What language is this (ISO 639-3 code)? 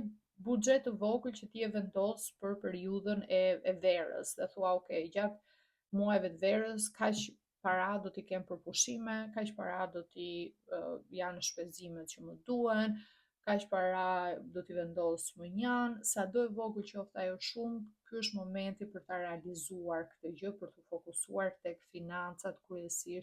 sqi